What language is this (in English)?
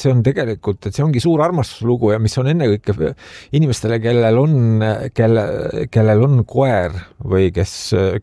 Estonian